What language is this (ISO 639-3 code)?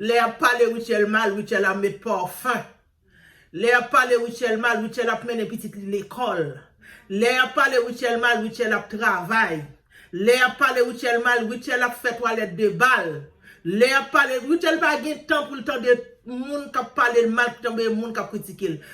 hat